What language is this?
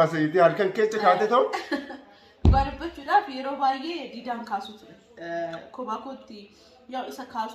Oromo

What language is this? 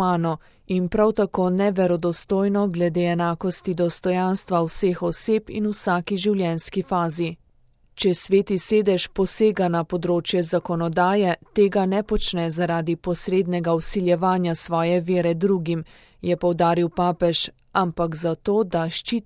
Slovenian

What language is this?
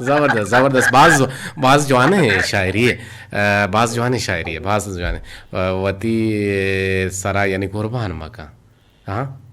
Eastern Balochi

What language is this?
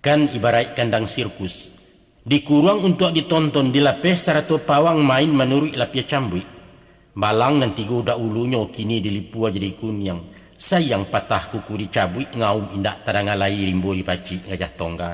Minangkabau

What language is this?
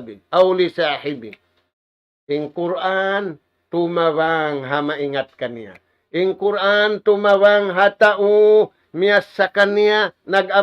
Tausug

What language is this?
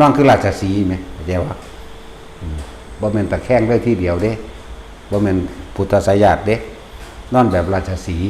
Northeastern Thai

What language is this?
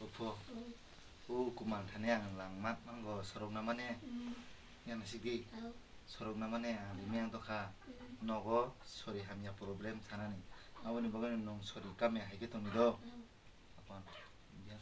Kok Borok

